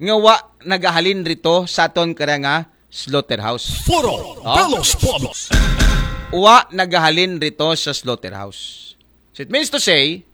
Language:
Aklanon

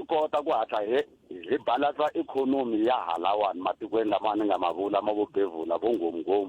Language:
Tsonga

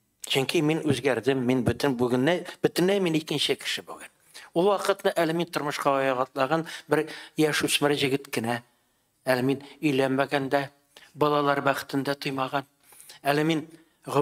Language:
Tatar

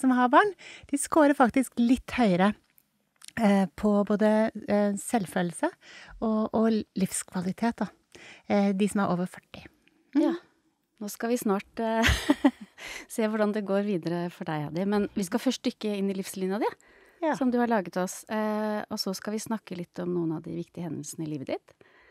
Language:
Norwegian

